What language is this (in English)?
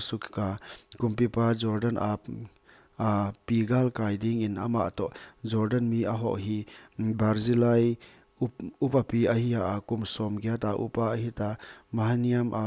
Paite Chin